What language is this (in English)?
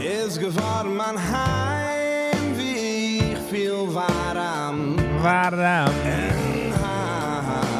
Yiddish